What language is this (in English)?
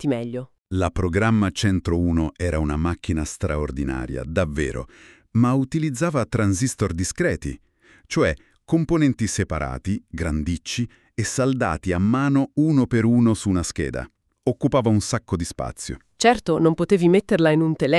Italian